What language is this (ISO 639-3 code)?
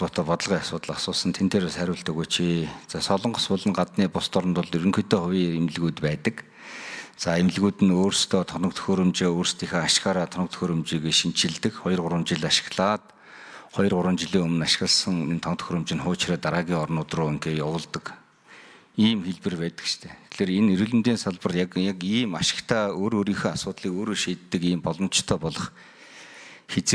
mon